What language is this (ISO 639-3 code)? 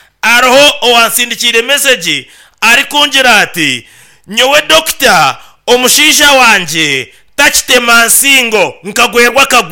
nyn